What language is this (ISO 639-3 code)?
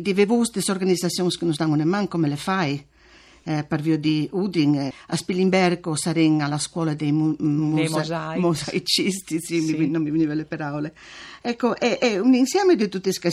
fur